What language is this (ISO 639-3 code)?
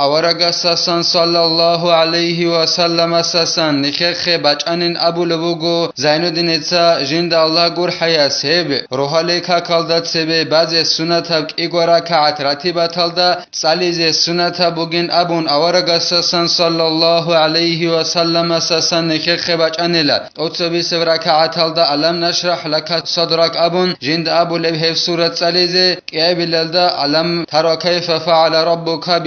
ava